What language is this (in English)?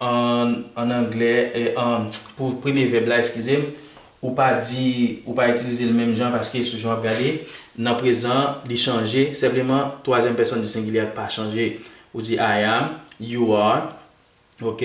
Haitian Creole